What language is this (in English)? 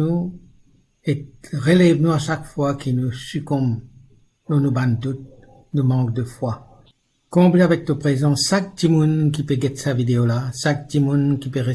Morisyen